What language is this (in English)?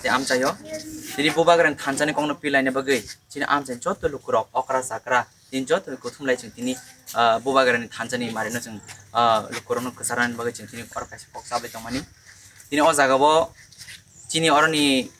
Kok Borok